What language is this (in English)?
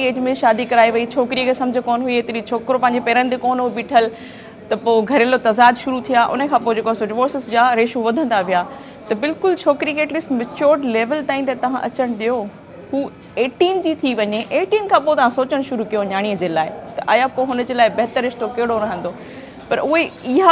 Sindhi